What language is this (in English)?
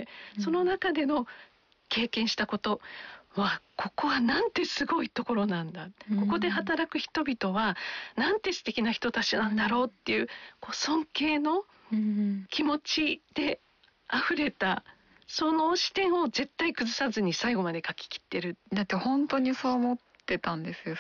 Japanese